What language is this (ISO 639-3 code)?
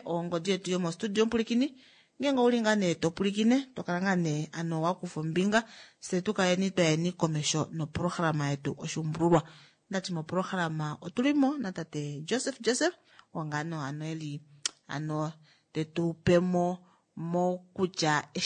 kua